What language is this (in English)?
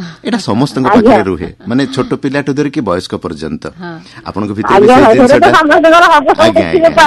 Odia